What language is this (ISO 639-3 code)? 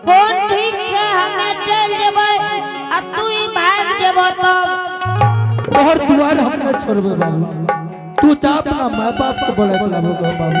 anp